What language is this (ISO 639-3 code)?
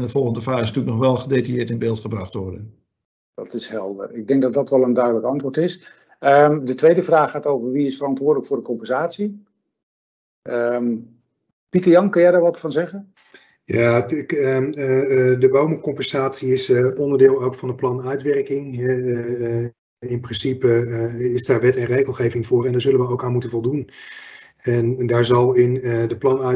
nld